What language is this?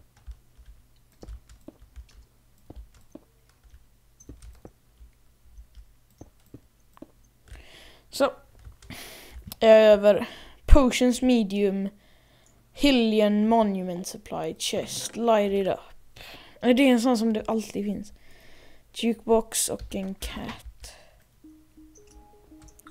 Swedish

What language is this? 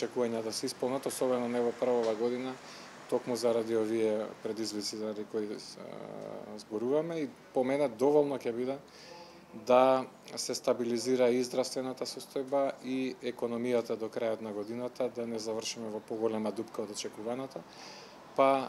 Macedonian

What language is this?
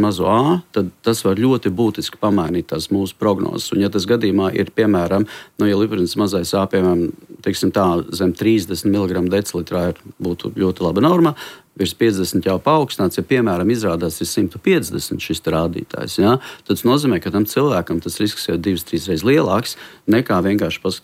Latvian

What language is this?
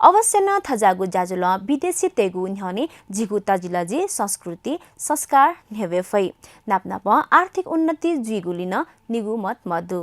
Newari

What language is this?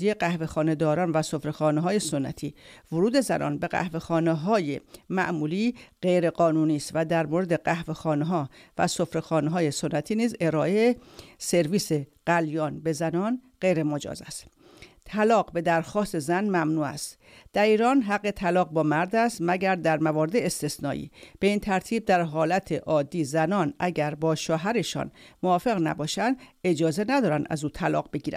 Persian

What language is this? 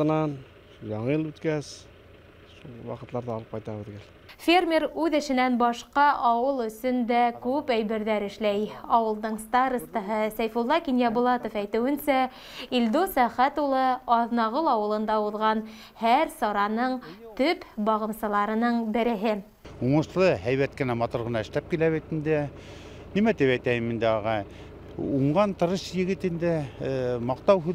Bashkir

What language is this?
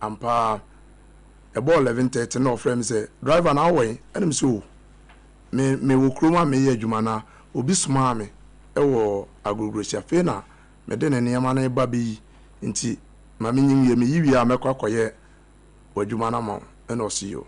Akan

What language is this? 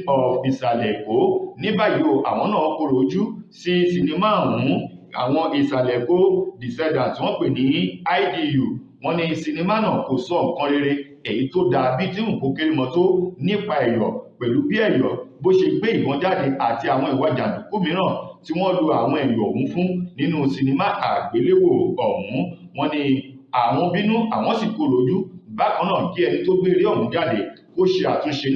Yoruba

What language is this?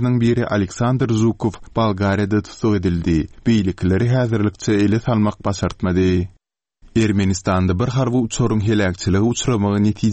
Turkmen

